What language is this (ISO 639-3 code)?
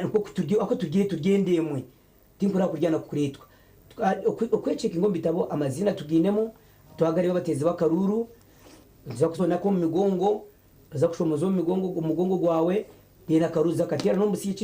nyn